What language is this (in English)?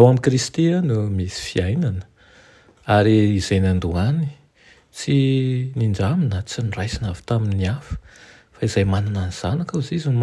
Malagasy